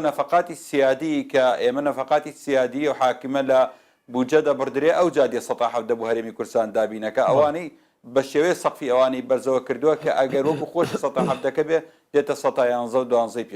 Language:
Central Kurdish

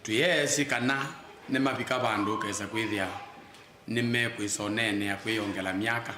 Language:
Kamba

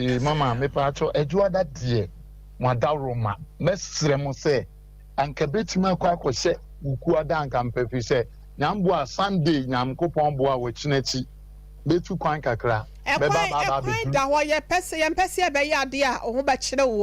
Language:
Akan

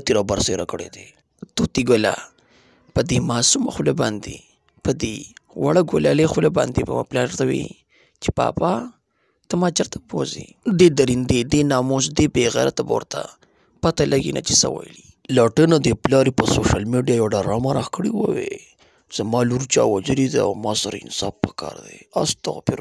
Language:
Pashto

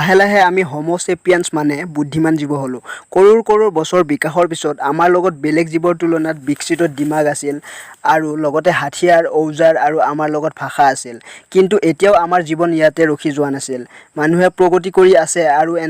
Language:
Assamese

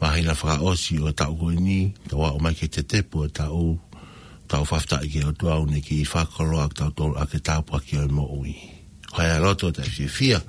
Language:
Tongan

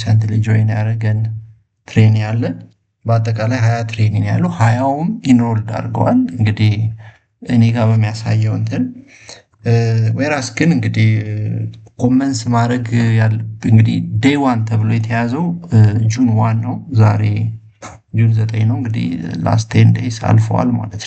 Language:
Amharic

